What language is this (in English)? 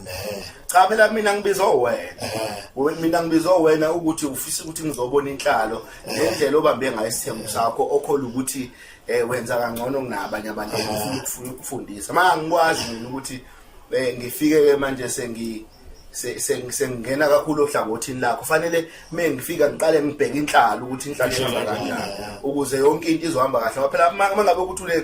Zulu